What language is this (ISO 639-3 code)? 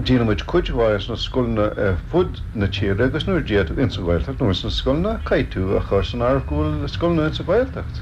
gle